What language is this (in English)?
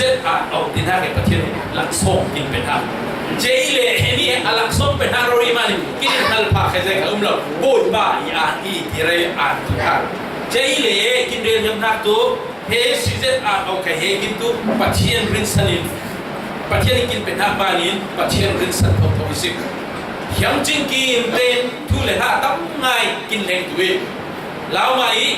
Falam Chin